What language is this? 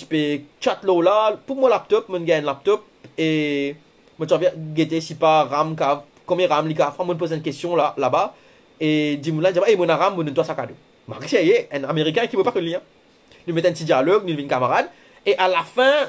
Morisyen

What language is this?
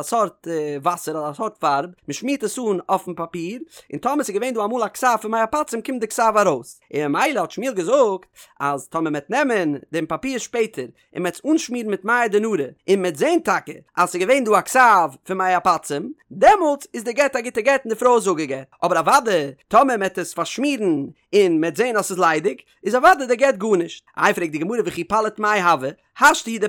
Yiddish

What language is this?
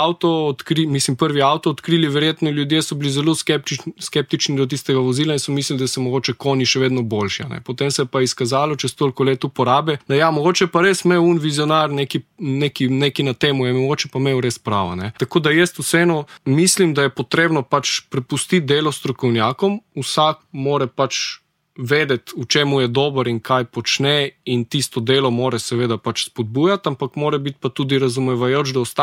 Slovenian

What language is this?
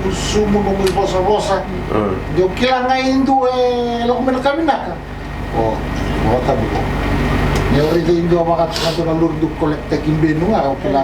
Fijian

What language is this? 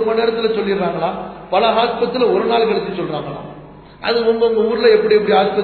Tamil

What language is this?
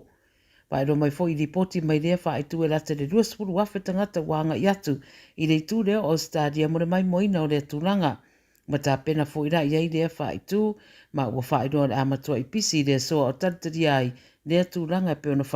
Samoan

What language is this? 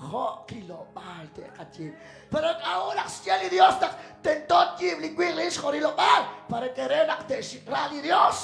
Kekchí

